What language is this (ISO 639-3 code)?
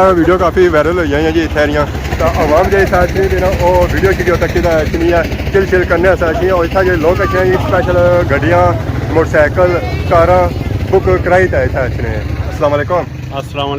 phr